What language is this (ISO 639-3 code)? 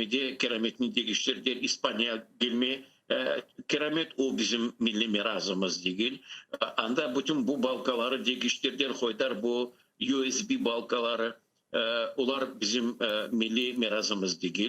crh